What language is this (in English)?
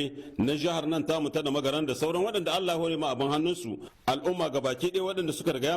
Hausa